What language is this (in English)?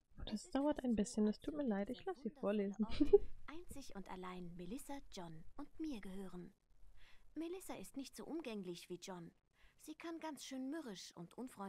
German